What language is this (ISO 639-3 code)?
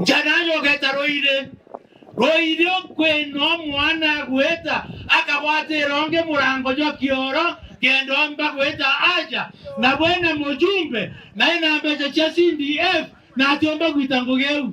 mer